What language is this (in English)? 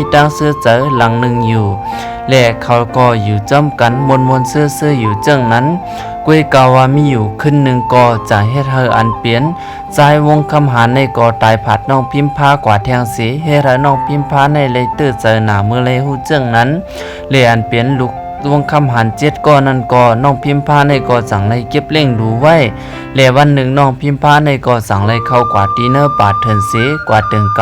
Shan